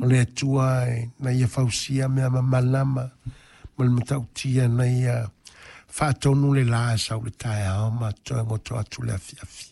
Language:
Samoan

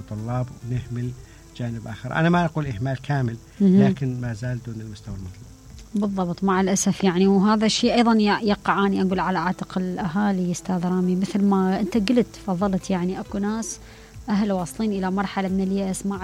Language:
Mesopotamian Arabic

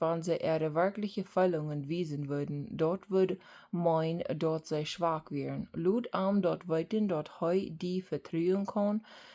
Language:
Plautdietsch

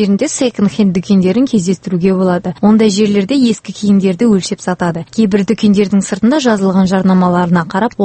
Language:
Kazakh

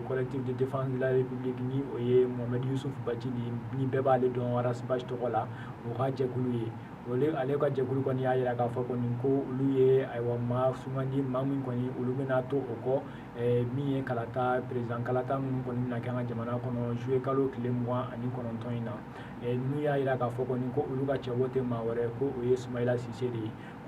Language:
Bambara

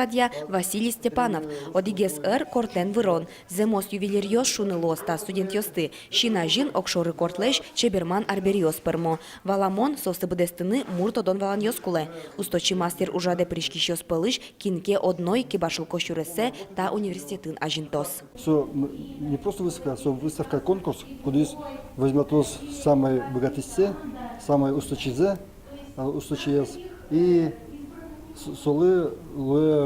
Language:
Udmurt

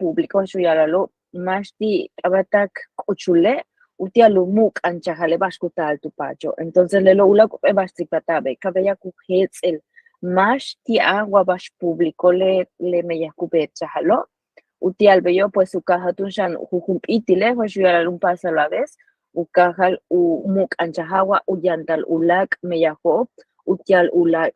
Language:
Yucateco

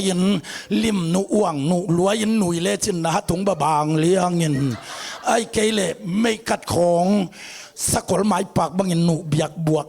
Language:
Tedim Chin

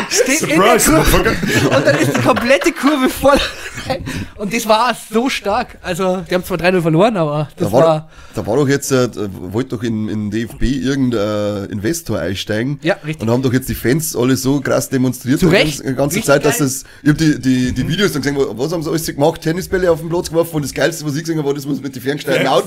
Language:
Bavarian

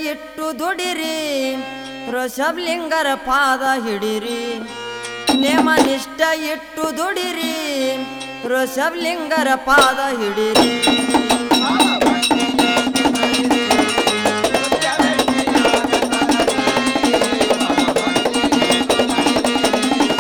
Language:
Kannada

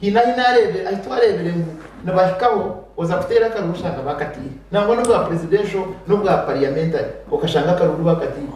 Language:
Nyankole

